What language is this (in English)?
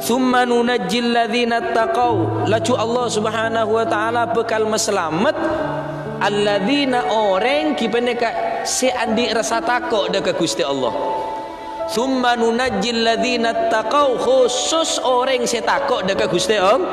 Madurese